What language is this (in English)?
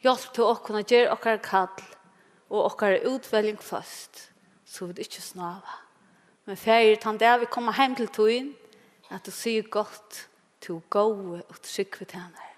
Faroese